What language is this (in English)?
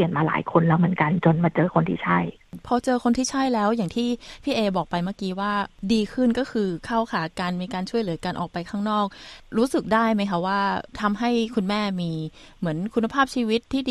Thai